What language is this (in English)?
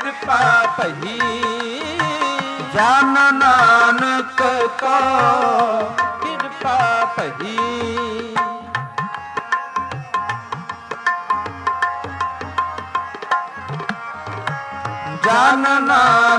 Punjabi